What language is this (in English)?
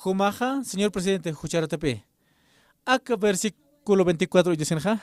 Aymara